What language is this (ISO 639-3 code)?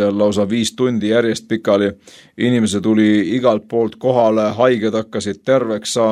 est